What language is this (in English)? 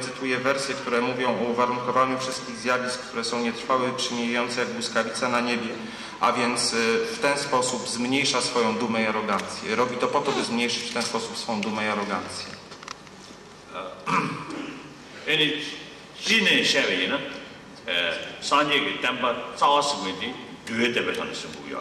Polish